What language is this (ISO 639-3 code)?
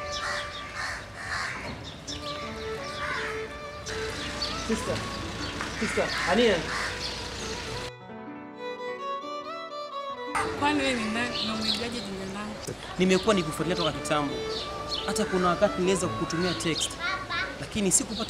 swa